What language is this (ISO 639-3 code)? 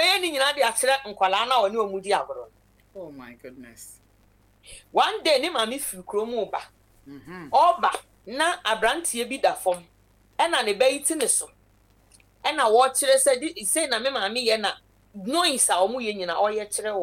aka